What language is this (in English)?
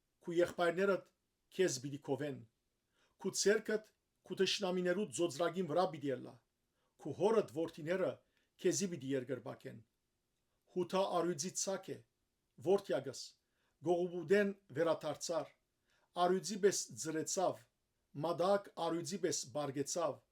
Western Armenian